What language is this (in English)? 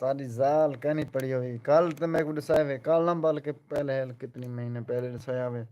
Saraiki